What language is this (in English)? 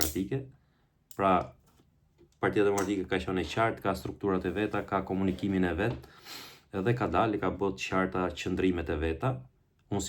Albanian